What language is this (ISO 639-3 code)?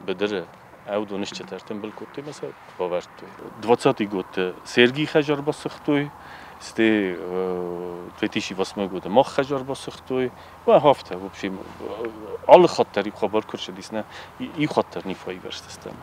oss